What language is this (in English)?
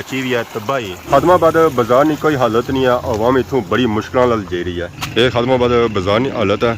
Pahari-Potwari